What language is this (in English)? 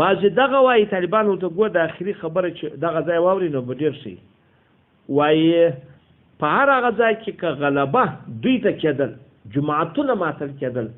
Pashto